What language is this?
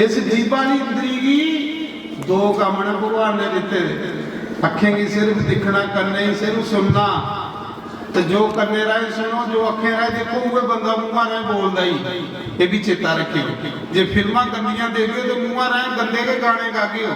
Dogri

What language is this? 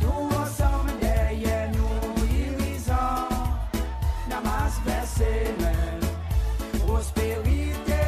Seselwa Creole French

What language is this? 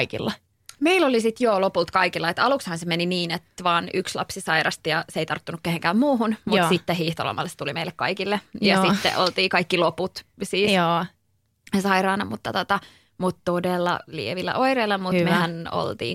Finnish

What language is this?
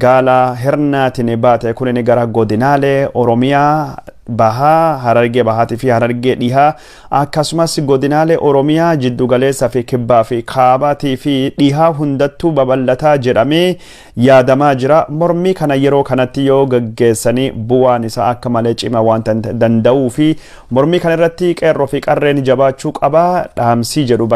Oromo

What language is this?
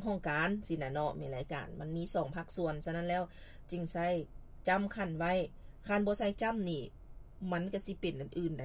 Lao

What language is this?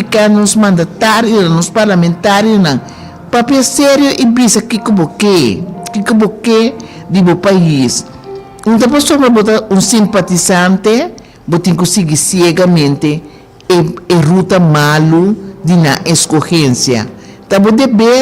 Papiamento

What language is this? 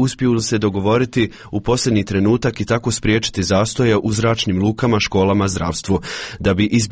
Croatian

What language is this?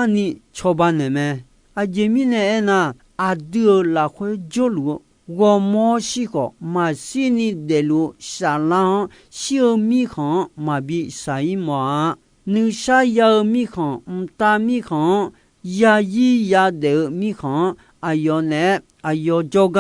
Akha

